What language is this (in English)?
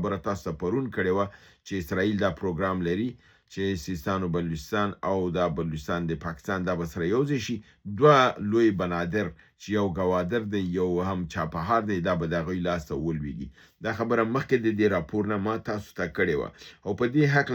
Pashto